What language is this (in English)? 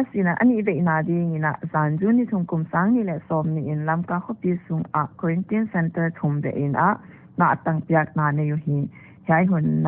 Paite Chin